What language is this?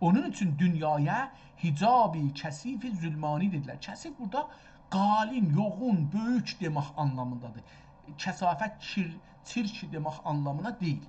South Azerbaijani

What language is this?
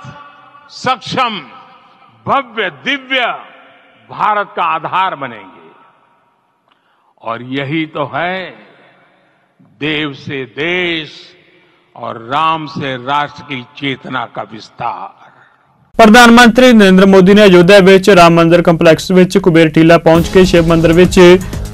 Punjabi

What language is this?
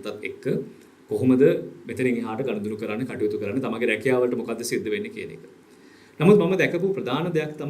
Sinhala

